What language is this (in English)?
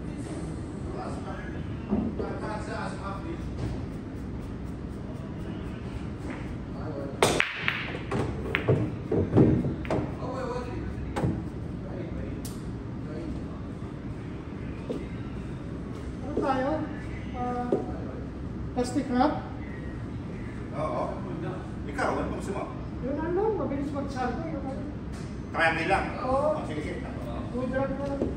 Filipino